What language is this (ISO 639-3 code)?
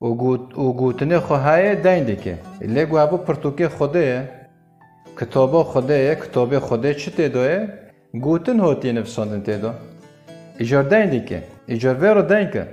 kur